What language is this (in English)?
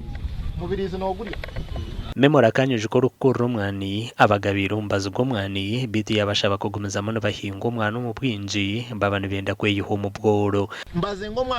Nyankole